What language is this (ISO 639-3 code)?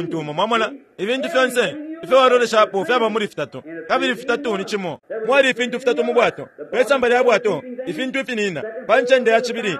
bem